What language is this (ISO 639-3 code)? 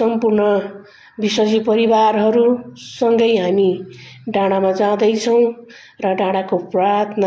nep